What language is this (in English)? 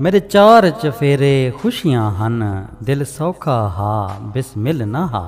Saraiki